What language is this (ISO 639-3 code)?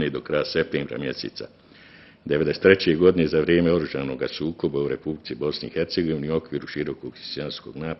bos